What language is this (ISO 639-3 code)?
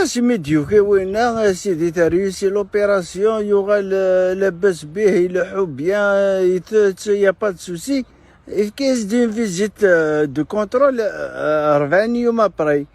kab